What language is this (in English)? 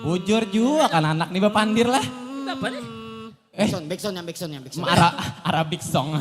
Banjar